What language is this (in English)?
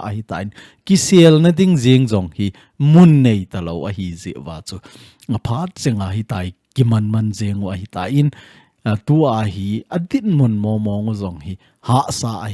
Thado Chin